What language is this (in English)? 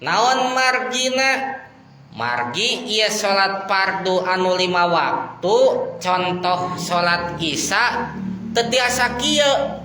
Sundanese